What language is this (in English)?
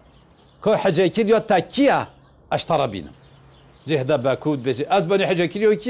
Kurdish